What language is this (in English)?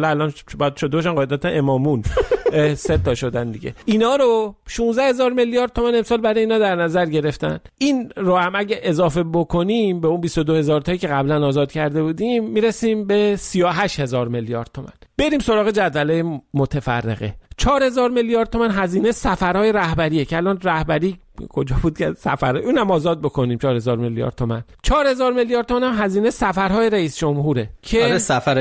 Persian